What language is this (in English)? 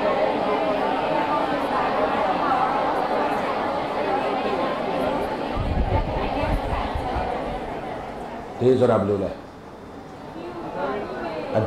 Burmese